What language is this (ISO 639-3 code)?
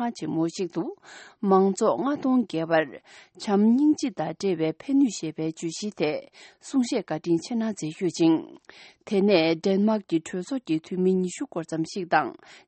bod